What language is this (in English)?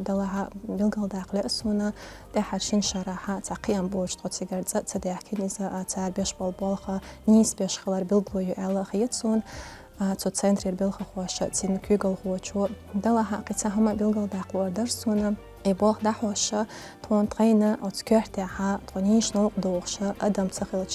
Chechen